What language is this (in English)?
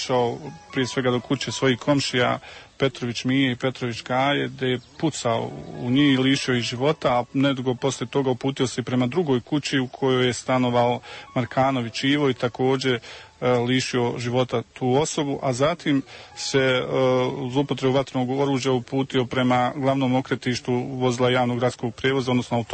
Serbian